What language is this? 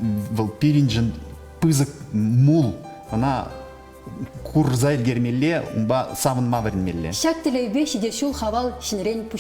Chuvash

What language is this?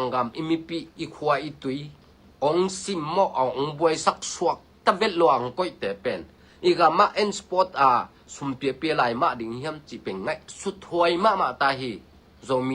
Tedim Chin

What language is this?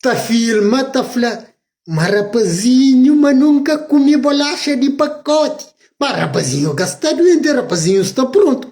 Kabuverdianu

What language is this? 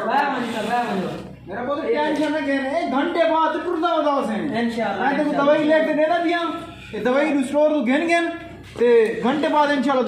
Saraiki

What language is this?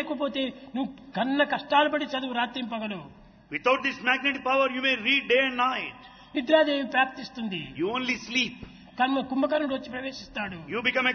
Telugu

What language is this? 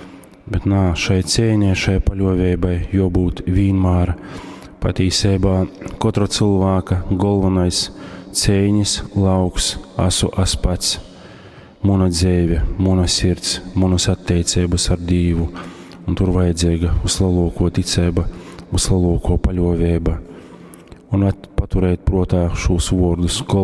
Latgalian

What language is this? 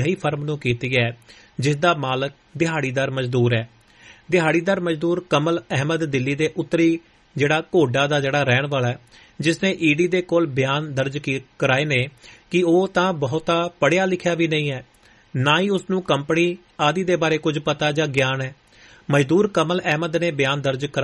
Punjabi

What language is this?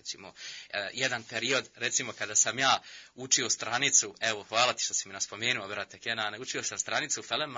Bosnian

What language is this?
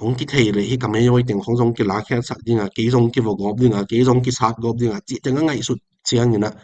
Tedim Chin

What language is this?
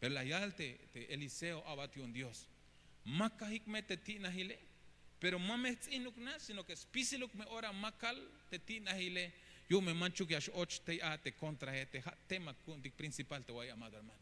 Tzeltal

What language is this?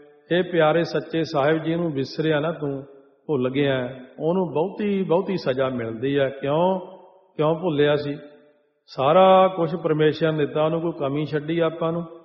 Punjabi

